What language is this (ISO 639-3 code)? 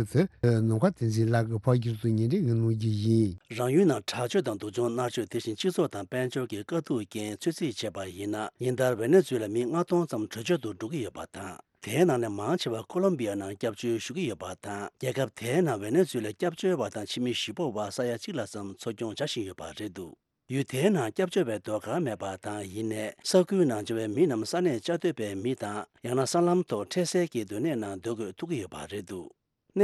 bod